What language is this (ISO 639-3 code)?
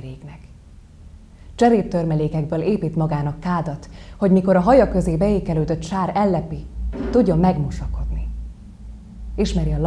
hun